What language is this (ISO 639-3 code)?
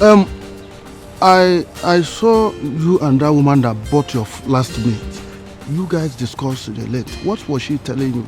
pcm